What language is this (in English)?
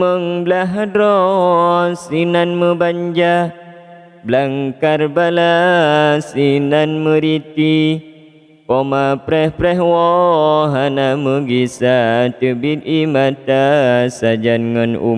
Achinese